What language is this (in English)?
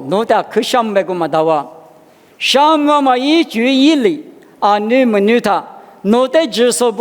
Lisu